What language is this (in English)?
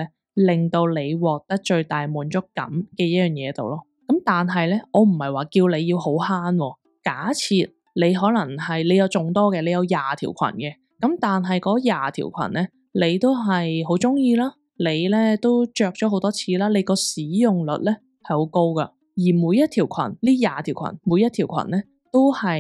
Cantonese